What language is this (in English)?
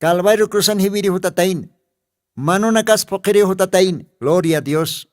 Aymara